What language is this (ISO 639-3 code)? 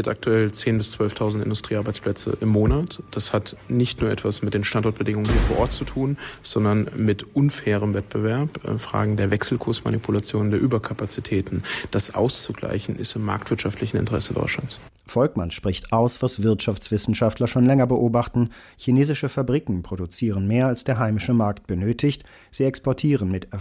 deu